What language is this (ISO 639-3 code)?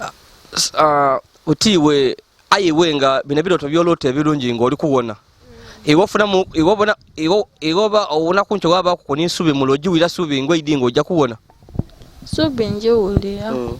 lug